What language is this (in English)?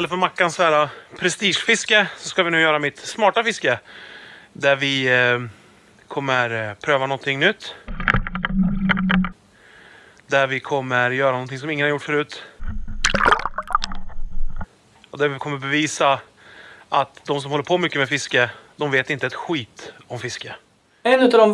Swedish